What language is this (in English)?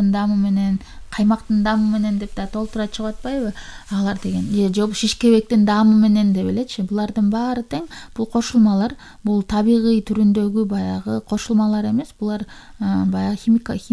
Kyrgyz